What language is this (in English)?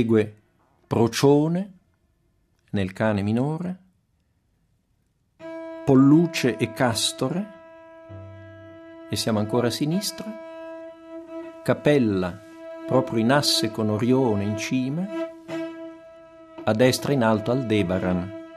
Italian